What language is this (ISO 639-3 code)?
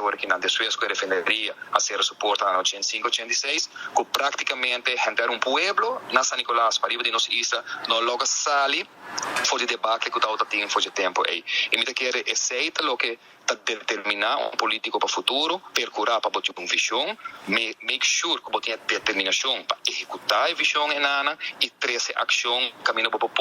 pap